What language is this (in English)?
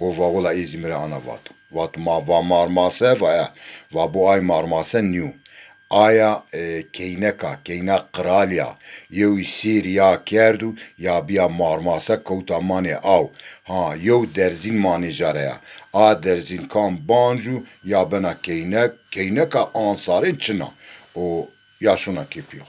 Zaza